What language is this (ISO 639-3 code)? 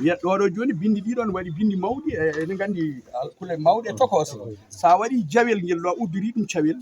ful